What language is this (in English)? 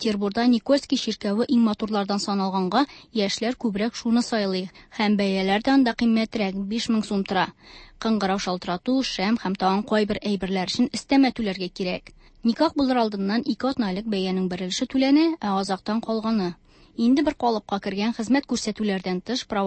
Tatar